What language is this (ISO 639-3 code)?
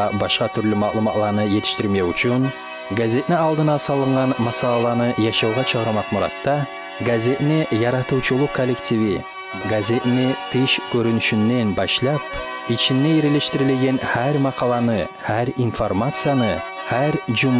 kum